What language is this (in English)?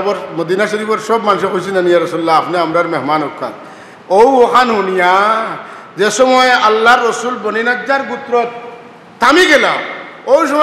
Sylheti